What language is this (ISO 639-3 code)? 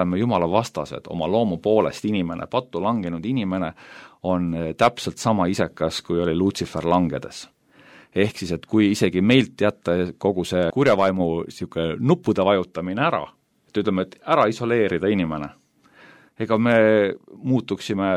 est